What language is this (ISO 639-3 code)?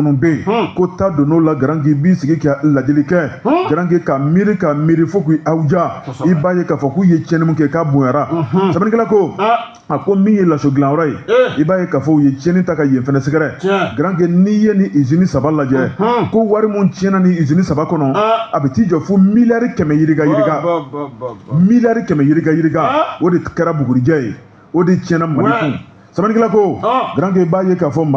bam